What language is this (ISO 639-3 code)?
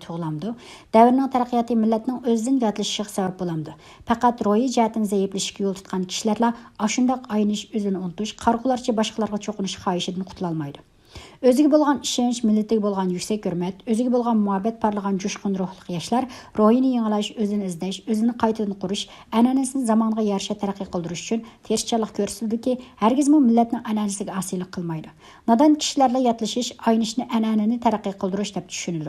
uig